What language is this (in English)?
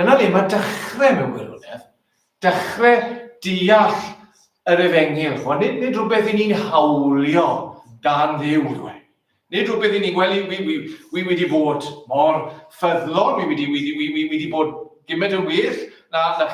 Welsh